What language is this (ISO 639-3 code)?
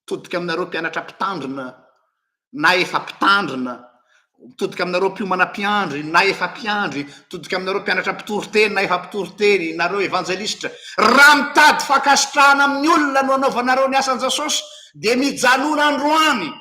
mlg